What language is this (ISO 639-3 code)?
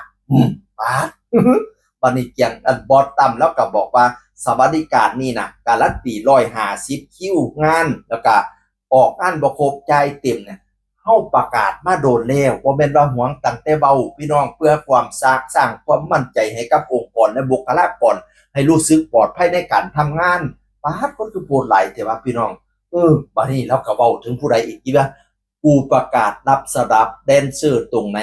tts